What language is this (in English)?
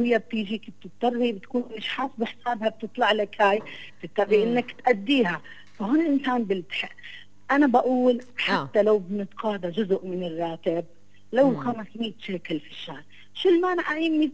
South Levantine Arabic